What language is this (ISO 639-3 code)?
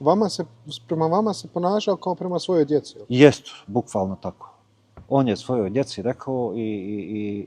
bos